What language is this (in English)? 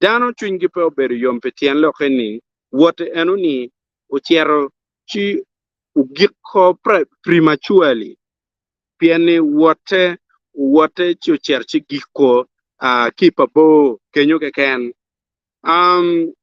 Acoli